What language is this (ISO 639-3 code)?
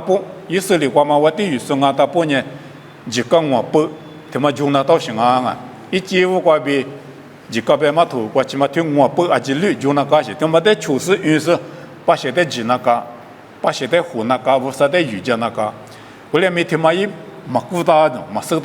lis